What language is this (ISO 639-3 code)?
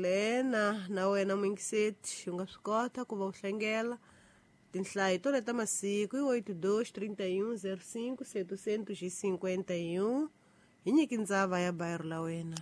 tso